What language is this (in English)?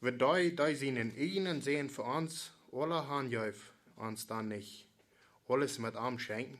Plautdietsch